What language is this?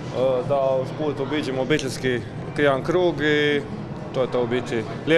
Croatian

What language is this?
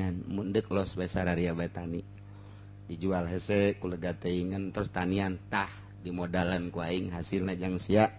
Sundanese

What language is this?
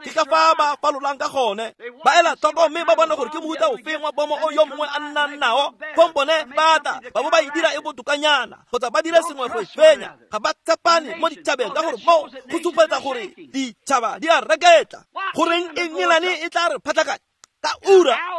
Tswana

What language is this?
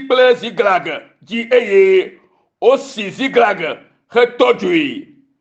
Ewe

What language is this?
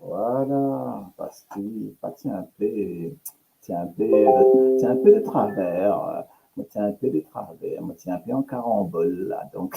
Morisyen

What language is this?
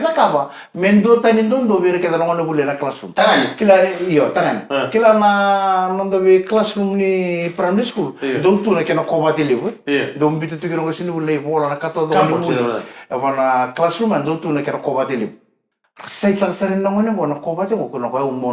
Fijian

